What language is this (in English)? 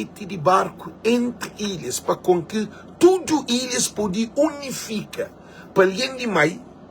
Kabuverdianu